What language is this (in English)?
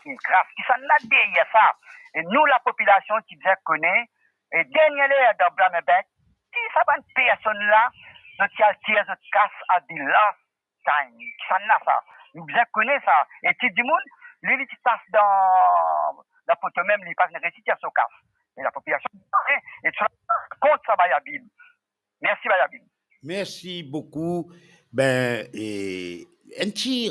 Morisyen